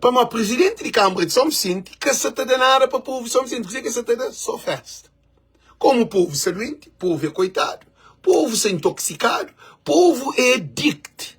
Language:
Kabuverdianu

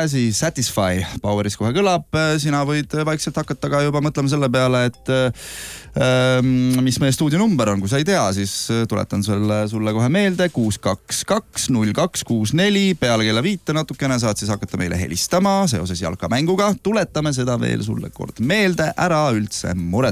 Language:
Estonian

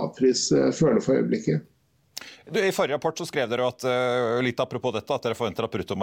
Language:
Norwegian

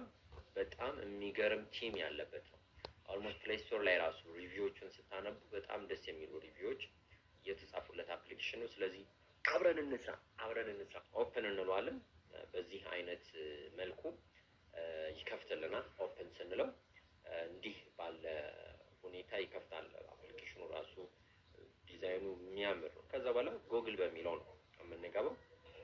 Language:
Amharic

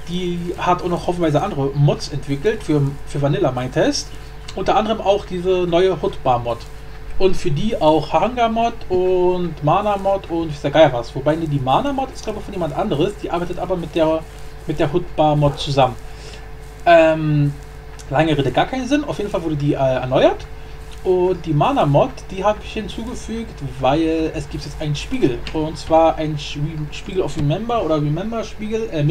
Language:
German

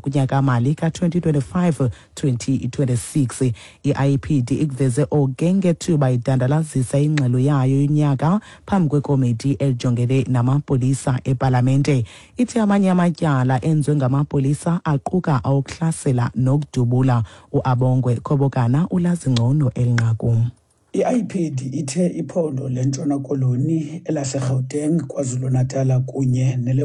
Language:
Xhosa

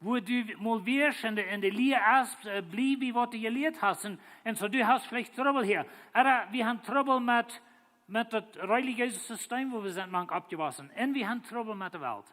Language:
Plautdietsch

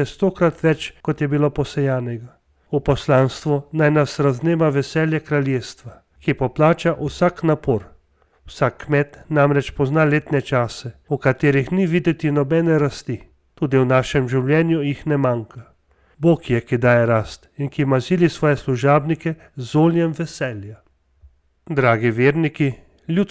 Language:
Slovenian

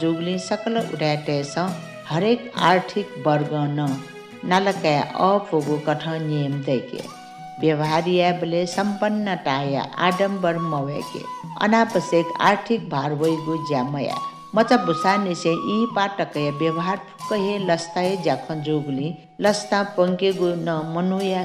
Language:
Newari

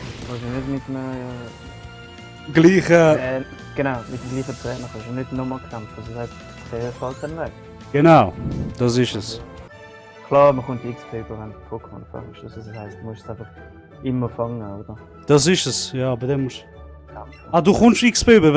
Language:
Swiss German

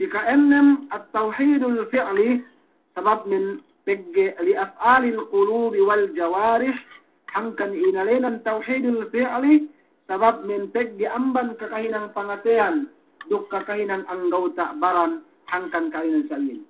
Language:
Yakan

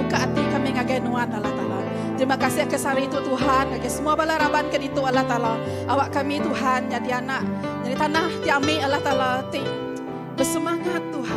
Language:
Iban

